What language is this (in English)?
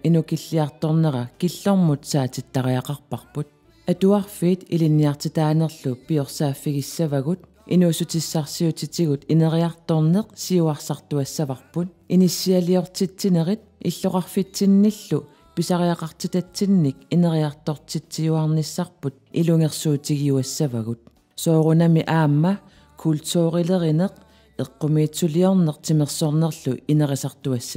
Kalaallisut